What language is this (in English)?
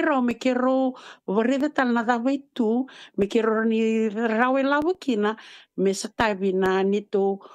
Fijian